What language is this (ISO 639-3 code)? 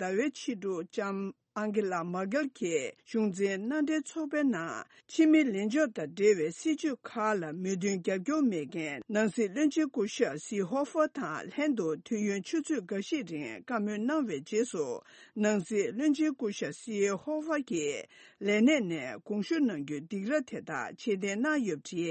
bod